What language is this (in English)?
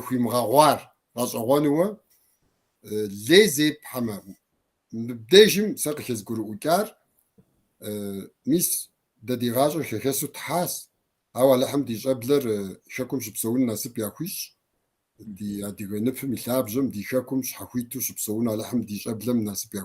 Kabardian